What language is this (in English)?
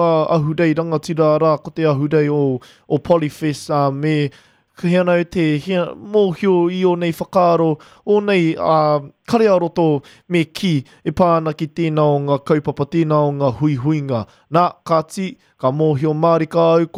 Māori